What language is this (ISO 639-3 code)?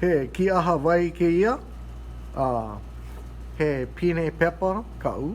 haw